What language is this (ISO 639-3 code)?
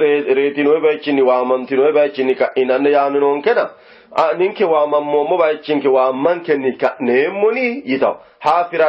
sid